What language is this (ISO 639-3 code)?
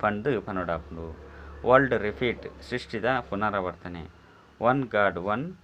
tcy